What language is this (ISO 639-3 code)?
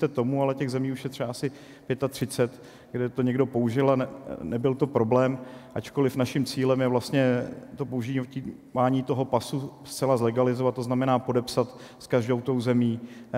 ces